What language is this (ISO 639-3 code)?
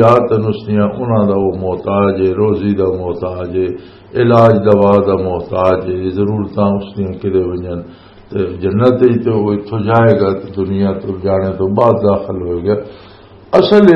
lah